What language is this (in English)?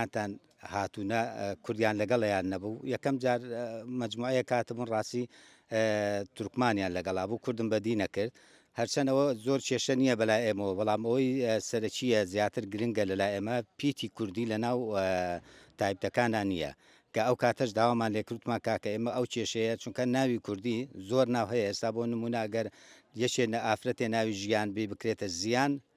Central Kurdish